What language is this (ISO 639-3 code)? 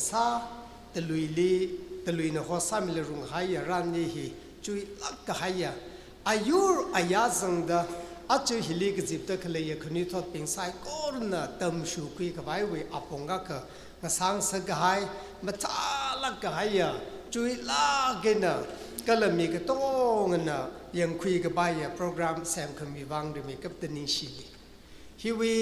nmf